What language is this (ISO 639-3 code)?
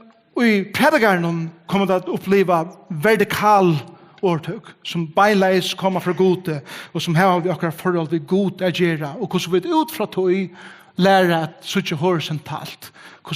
fao